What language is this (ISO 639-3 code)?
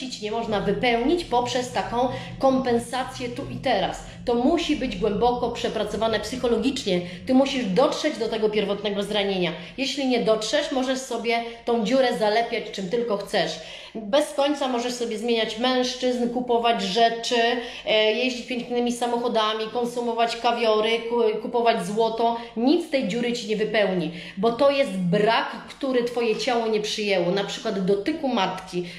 pol